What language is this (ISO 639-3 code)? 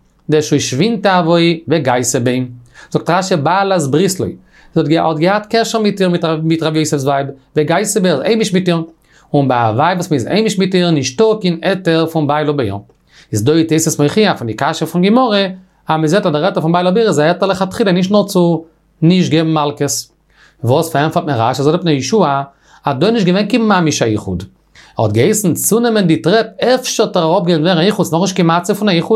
yid